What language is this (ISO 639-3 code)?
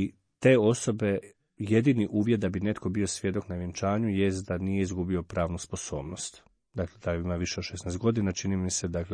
hrv